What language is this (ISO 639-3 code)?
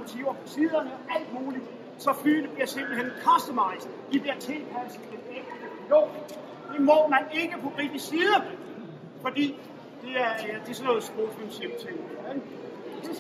dan